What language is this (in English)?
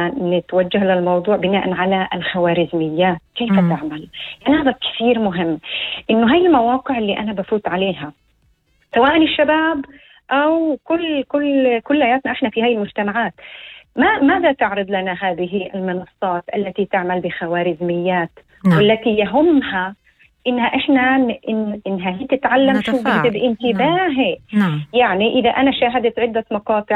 North Levantine Arabic